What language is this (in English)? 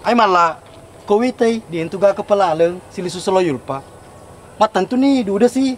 Buginese